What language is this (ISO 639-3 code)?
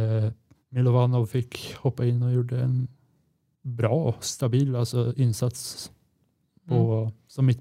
swe